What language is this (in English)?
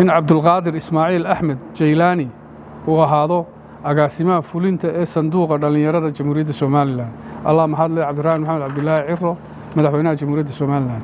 Somali